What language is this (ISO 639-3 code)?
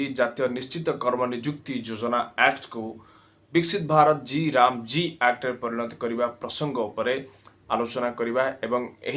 ori